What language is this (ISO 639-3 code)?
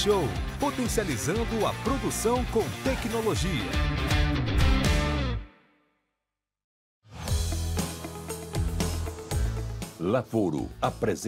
por